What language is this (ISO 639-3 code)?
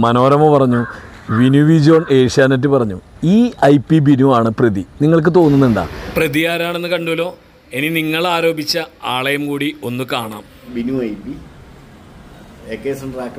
mal